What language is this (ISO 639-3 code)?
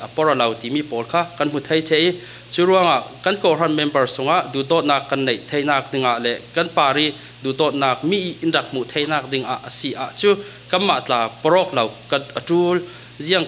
cfm